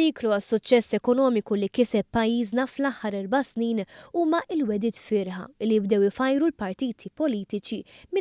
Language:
Maltese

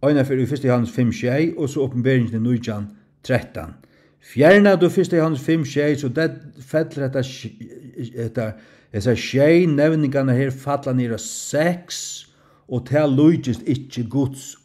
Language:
Faroese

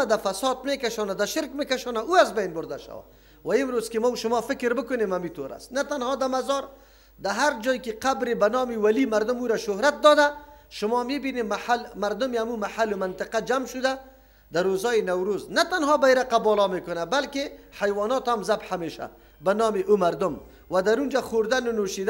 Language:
Persian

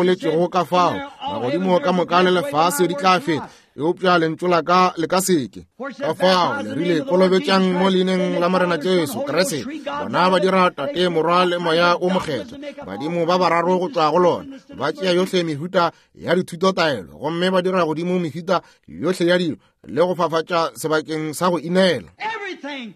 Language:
Northern Sotho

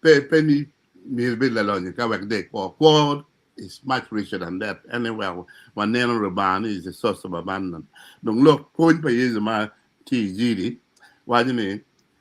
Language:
Acoli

